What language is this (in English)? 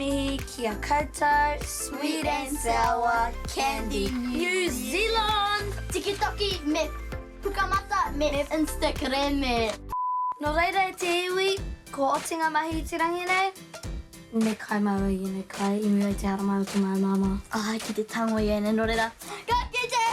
Māori